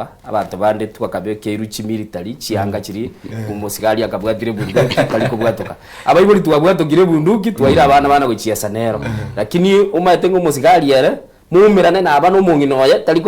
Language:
Gusii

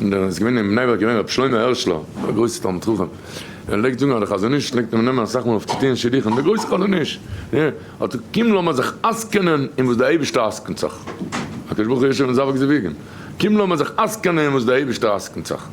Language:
Yiddish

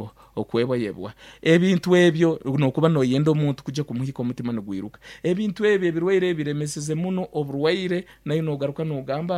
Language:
Nyankole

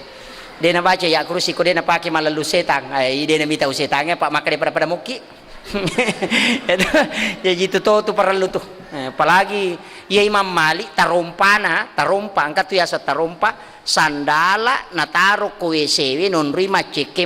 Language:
Buginese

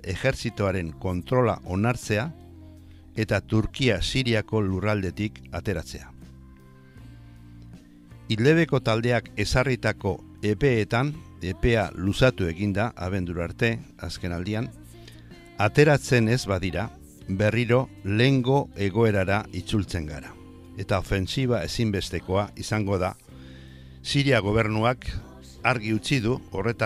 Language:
Basque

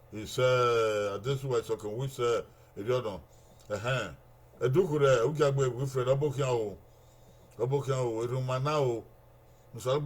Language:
Bini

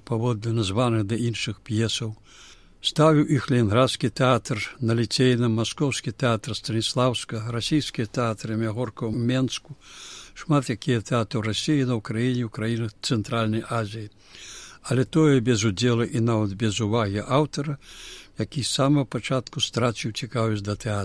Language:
Belarusian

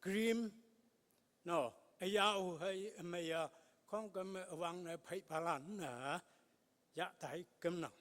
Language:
Konyak Naga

